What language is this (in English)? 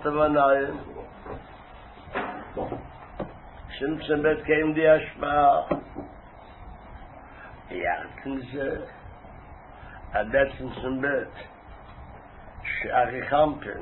Hebrew